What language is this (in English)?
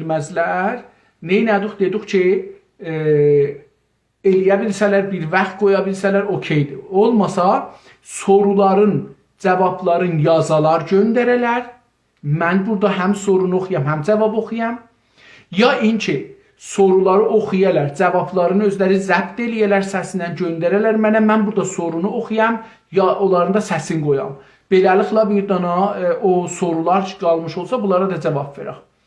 South Azerbaijani